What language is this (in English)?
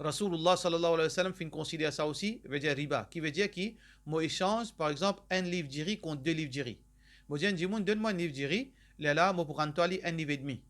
Morisyen